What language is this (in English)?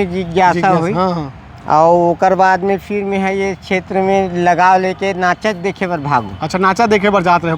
Chhattisgarhi